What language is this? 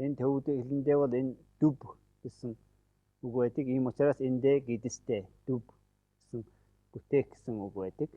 Mongolian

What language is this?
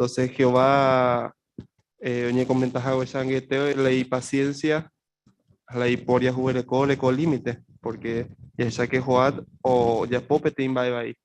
Guarani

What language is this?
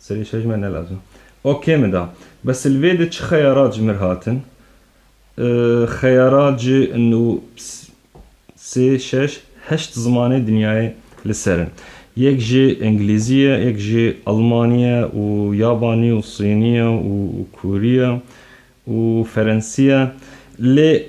Kurdish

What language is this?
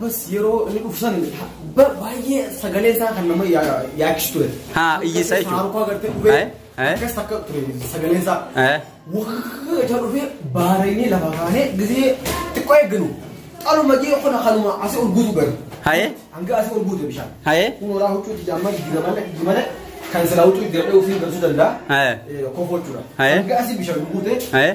Oromo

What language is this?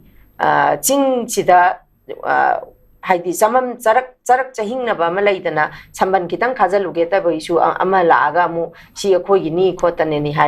Manipuri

